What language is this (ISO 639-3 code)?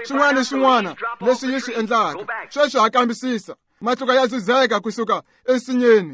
tso